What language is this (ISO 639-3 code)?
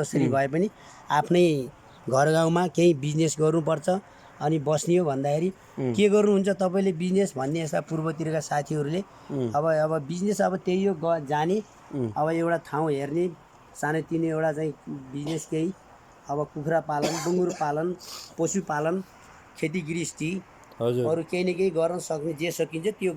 nep